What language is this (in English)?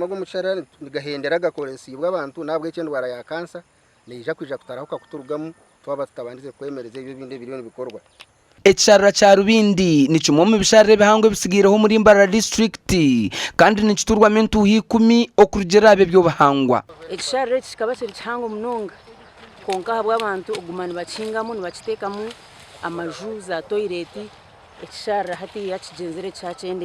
Nyankole